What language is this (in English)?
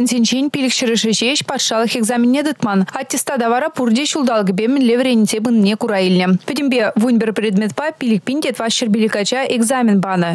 Chuvash